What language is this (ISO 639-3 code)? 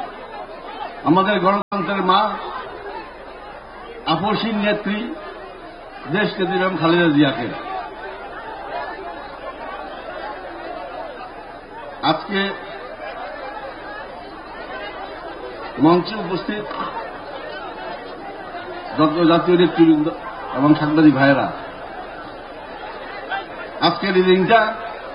ben